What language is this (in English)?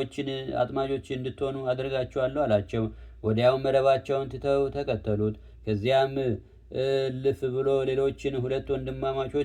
Amharic